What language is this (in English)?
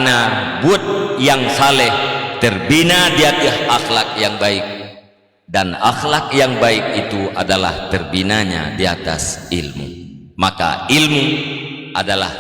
Achinese